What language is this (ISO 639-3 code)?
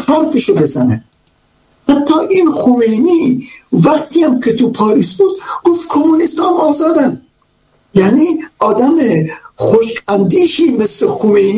fas